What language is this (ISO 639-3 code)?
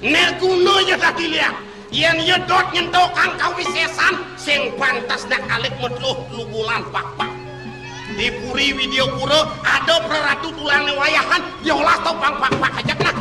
ban